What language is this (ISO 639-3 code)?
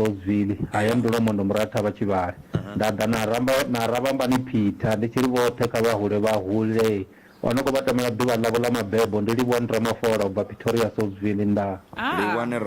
ven